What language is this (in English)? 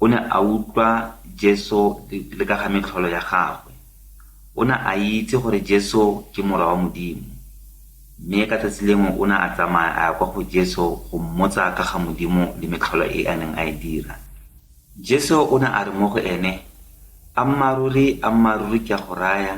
Tswana